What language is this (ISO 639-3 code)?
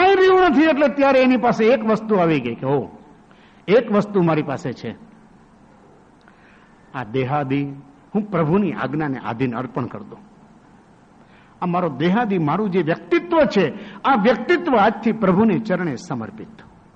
guj